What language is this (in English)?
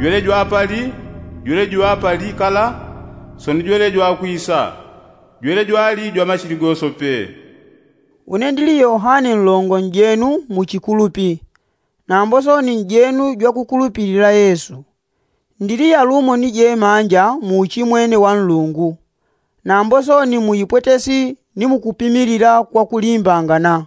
Yao